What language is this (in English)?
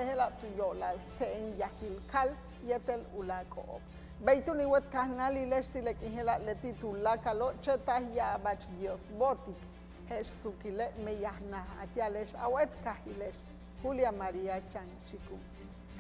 Yucateco